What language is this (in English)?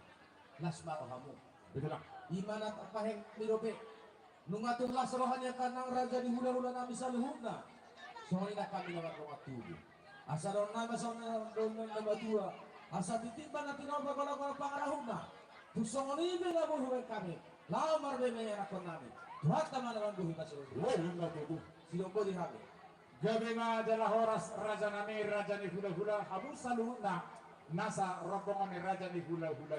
Batak Toba